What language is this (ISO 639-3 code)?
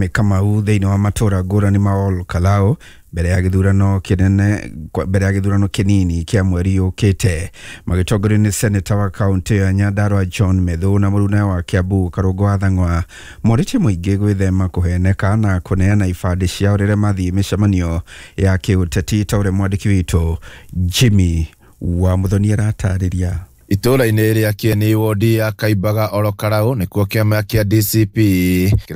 kik